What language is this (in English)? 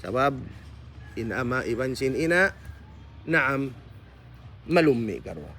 Tausug